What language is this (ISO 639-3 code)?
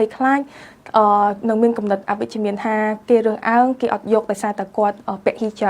khm